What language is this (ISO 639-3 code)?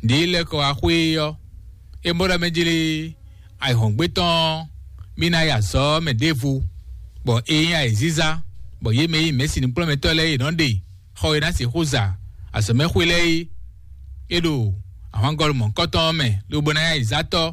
fon